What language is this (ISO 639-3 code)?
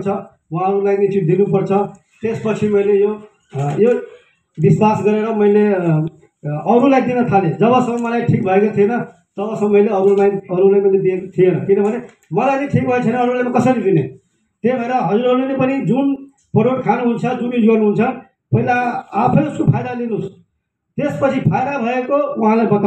nep